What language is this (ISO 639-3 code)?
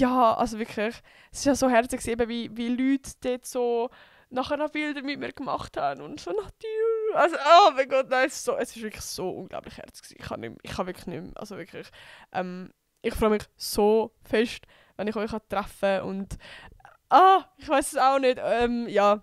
gsw